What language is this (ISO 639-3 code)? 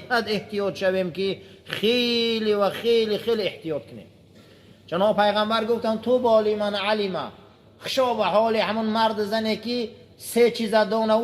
tgk